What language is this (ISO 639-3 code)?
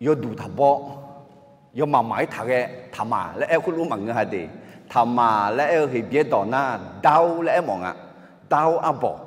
ahk